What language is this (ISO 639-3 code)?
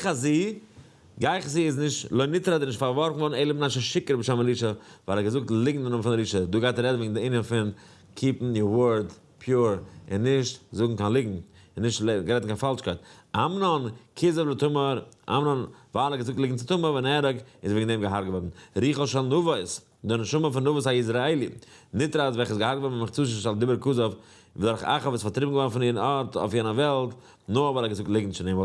yid